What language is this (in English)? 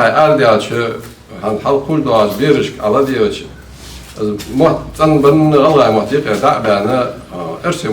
Ingush